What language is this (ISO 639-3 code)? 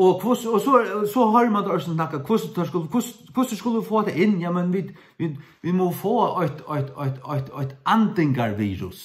fao